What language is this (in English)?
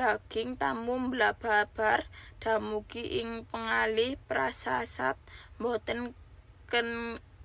Javanese